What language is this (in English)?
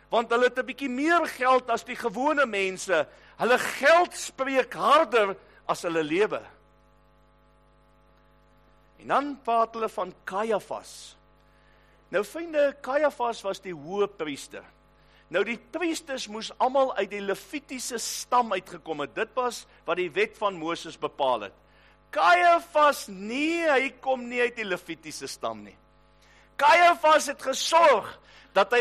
Afrikaans